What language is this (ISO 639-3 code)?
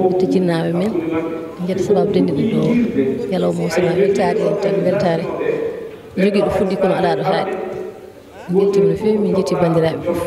ful